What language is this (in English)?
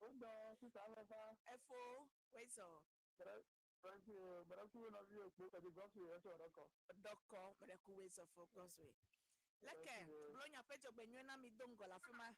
Ewe